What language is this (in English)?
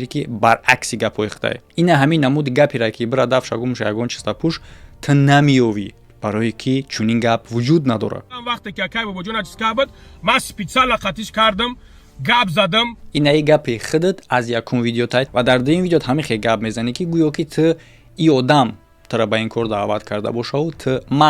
Tajik